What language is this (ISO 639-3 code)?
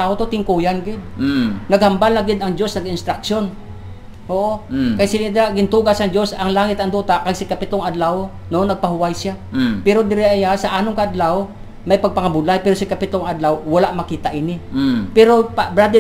hil